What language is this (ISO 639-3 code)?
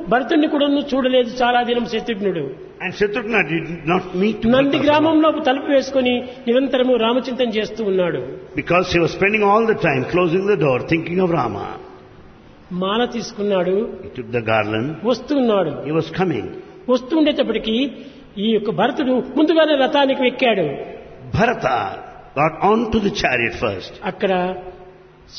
tel